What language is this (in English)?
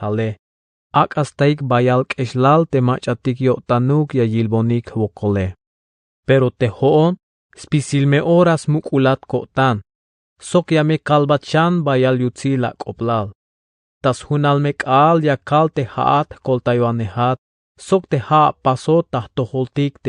Tzeltal